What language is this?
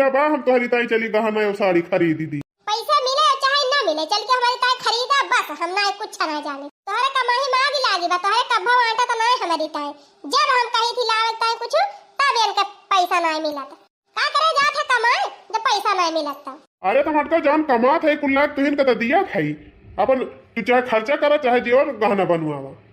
Awadhi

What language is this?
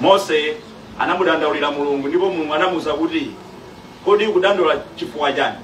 Nyanja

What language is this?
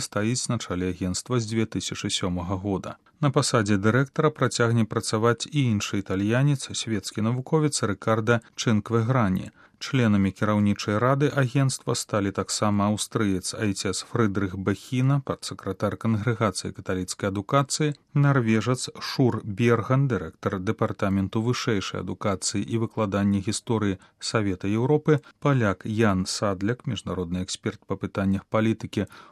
Belarusian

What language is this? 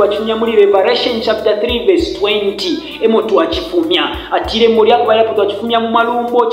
Bemba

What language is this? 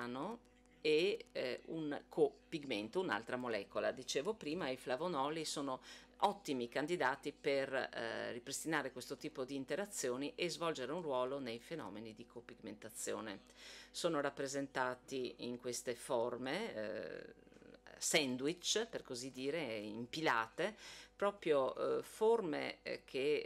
Italian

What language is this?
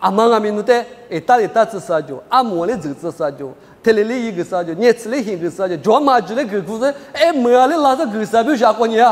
Lisu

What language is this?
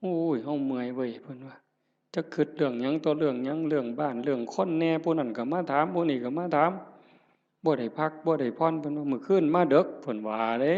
Northeastern Thai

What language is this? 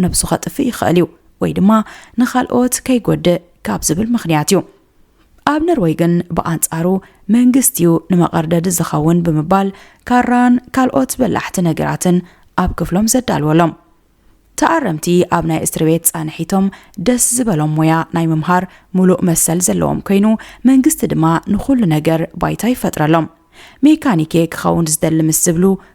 Tigrinya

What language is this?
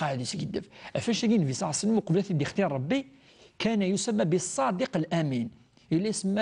Kabyle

